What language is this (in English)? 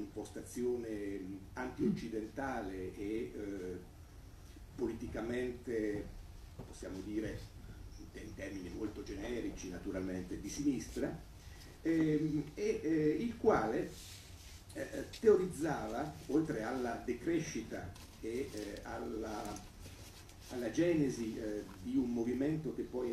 Italian